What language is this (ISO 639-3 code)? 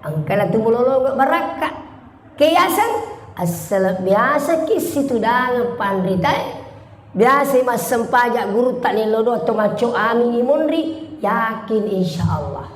bug